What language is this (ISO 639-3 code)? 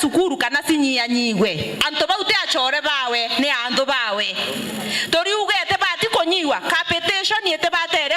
mer